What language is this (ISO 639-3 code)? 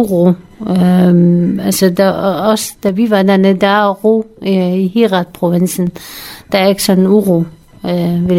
dan